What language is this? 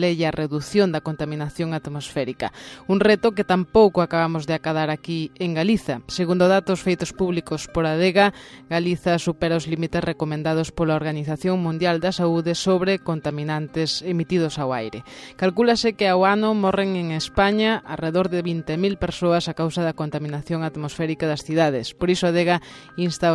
Galician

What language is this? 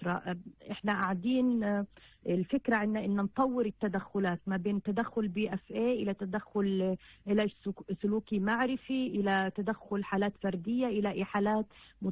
North Levantine Arabic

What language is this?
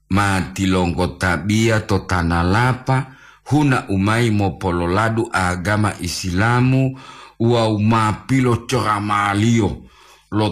Gorontalo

